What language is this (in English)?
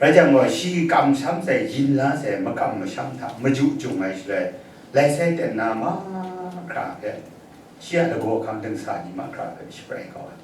Kachin